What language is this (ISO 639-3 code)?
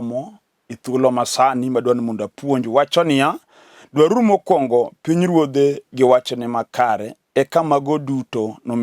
luo